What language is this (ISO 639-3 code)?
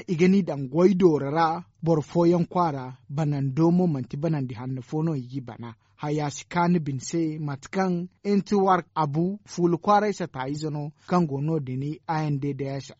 dje